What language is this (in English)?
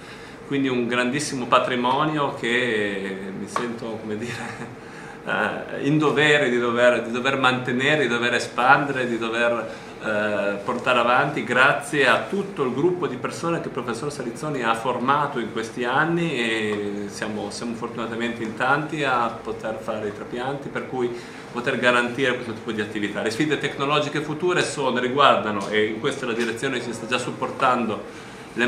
Italian